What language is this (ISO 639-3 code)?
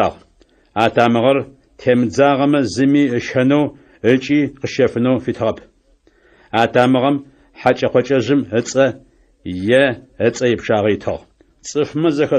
ady